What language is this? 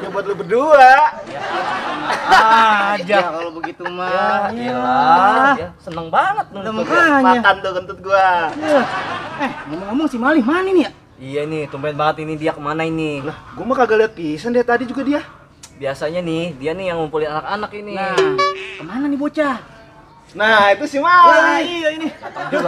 Betawi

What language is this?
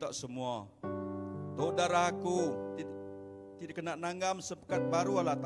Iban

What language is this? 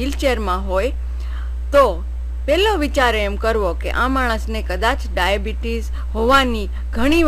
Gujarati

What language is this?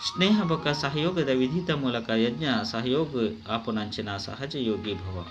Tulu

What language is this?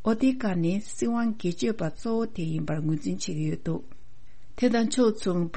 Tibetan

